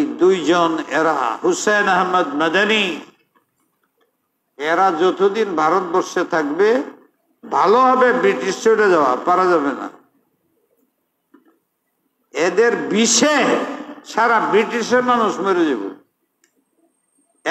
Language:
Bangla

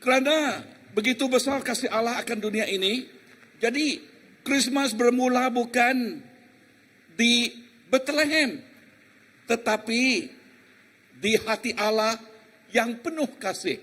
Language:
Iban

